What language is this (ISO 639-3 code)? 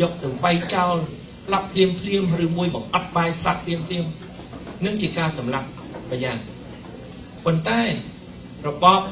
khm